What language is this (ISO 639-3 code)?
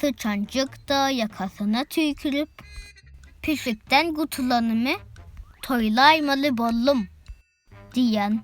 tuk